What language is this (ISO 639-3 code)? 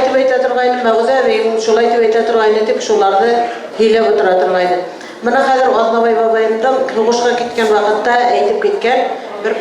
bak